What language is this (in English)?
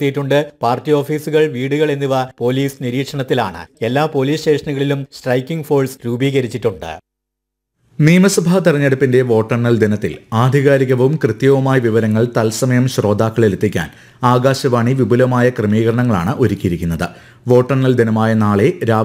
Malayalam